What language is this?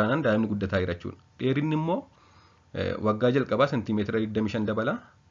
Oromo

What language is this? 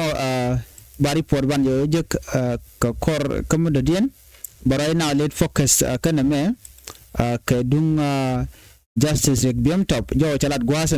Nuer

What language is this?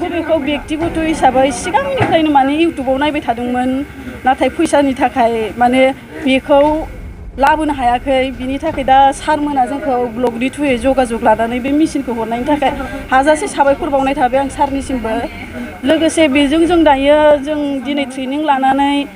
Bodo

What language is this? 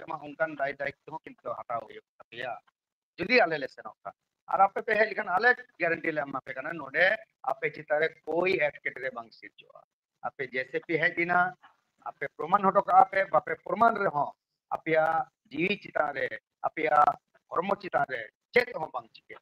Santali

